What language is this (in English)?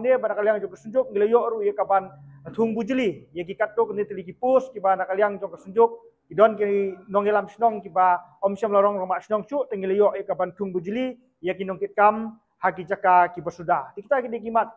Khasi